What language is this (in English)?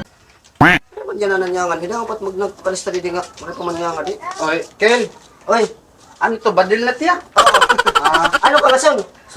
Waray